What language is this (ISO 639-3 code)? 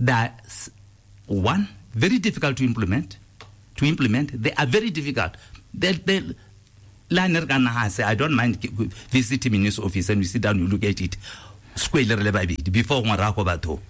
tsn